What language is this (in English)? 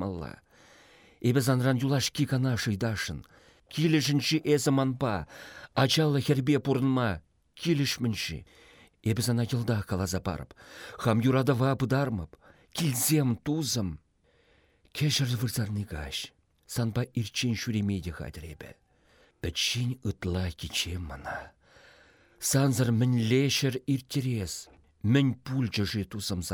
Chuvash